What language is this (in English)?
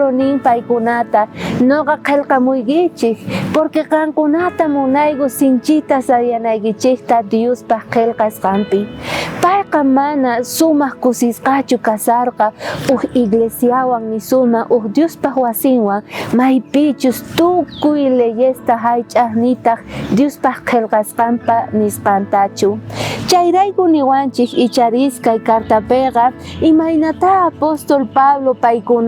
South Bolivian Quechua